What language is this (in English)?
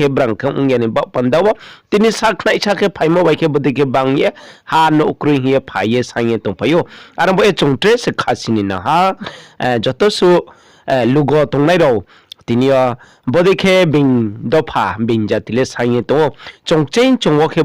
Riang (India)